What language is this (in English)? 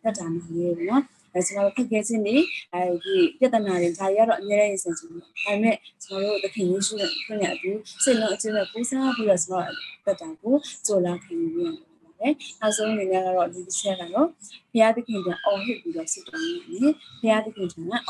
Burmese